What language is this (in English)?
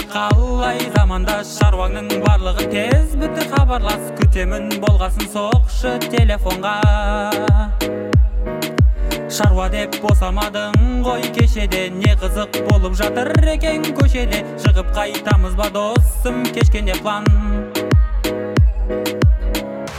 Kazakh